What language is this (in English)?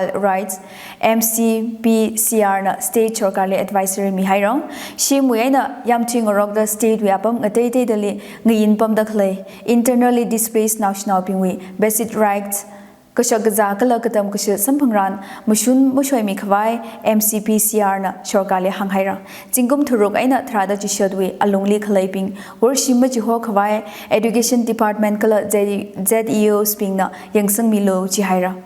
Tangkhul Naga (India)